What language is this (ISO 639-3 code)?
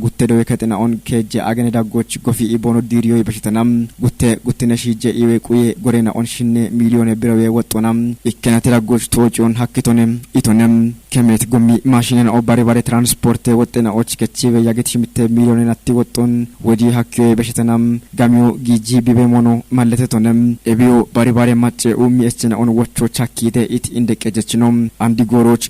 kbr